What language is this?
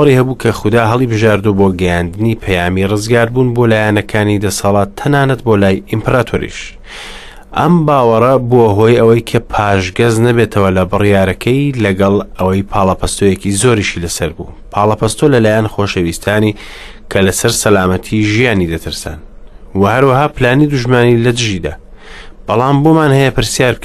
Central Kurdish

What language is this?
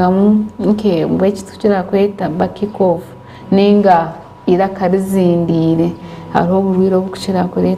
Nyankole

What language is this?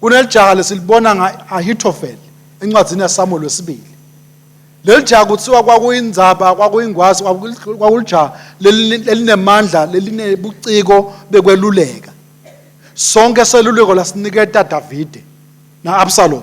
Swati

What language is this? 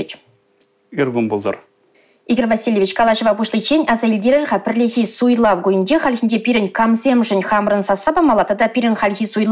Chuvash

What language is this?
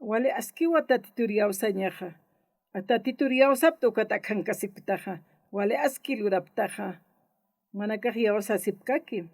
Aymara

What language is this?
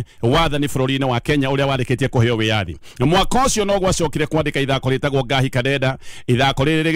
Kikuyu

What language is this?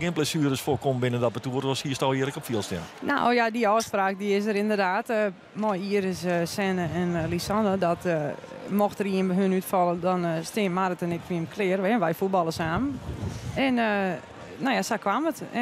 Western Frisian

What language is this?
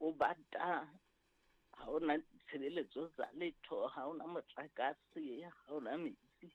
Southern Sotho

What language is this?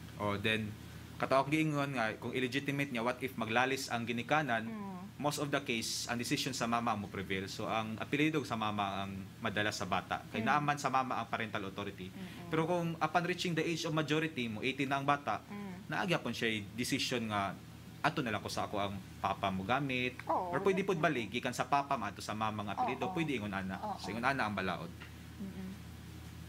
Cebuano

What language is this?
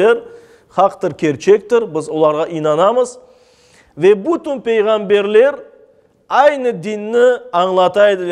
Crimean Tatar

